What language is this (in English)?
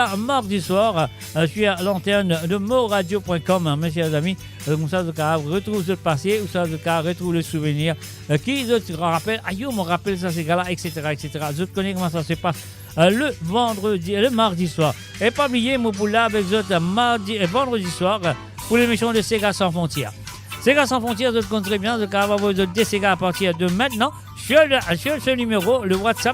Morisyen